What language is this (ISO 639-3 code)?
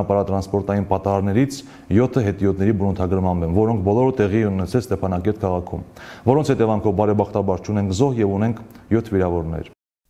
hye